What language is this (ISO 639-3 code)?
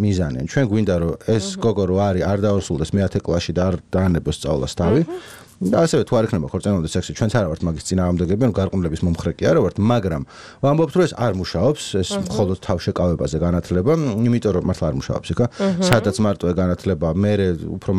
kat